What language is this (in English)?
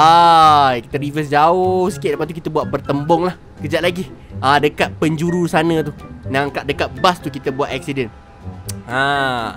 Malay